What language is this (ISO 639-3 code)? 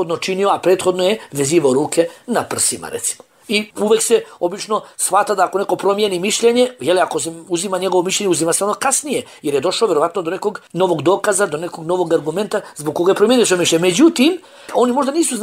bos